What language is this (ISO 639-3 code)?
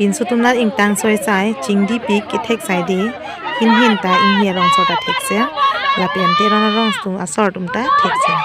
mjw